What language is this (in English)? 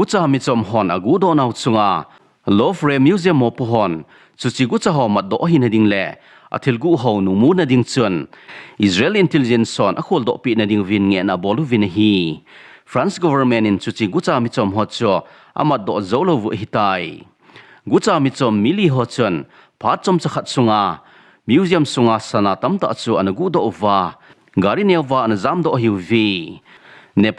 Thado Chin